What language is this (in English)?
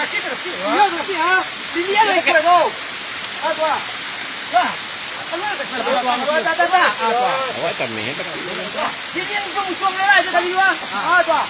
Minangkabau